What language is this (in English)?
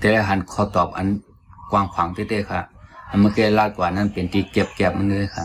Shan